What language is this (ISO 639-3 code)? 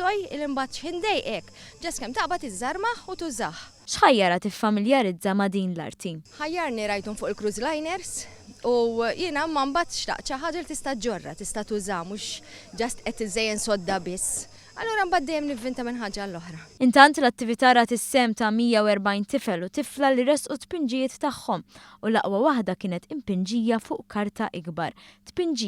mlt